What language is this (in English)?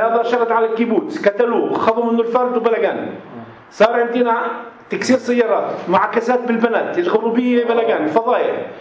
North Levantine Arabic